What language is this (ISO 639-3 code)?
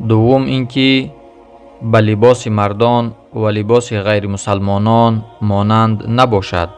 tgk